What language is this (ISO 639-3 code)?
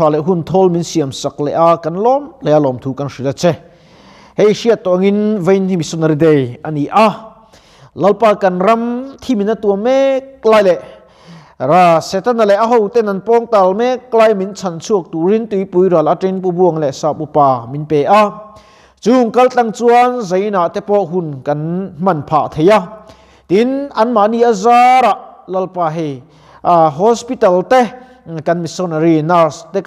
lus